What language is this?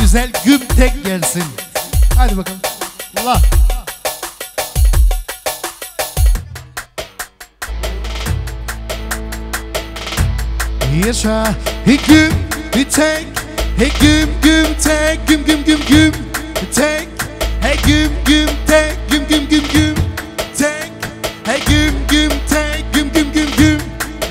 Turkish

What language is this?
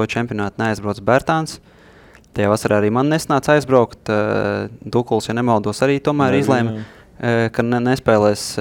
Latvian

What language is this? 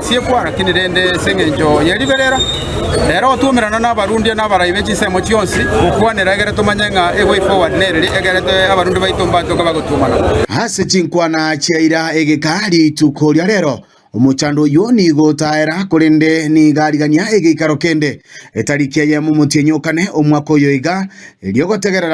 Gusii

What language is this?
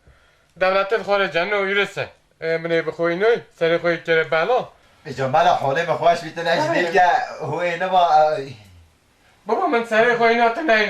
Kurdish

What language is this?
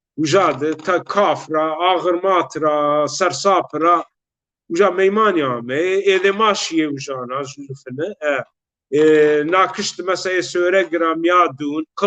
Zaza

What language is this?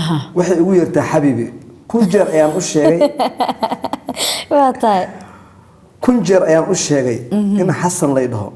Somali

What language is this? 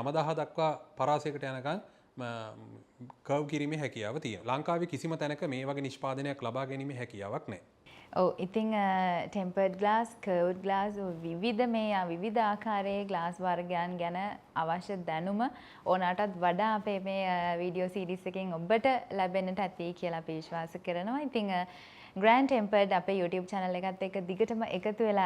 Sinhala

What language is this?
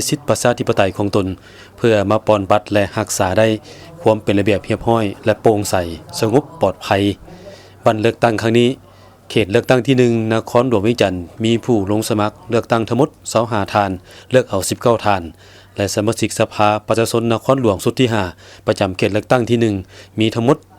Lao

